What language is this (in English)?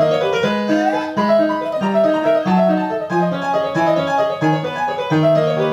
Hebrew